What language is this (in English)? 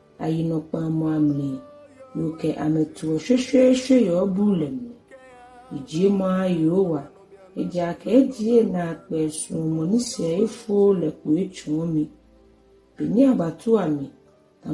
Ga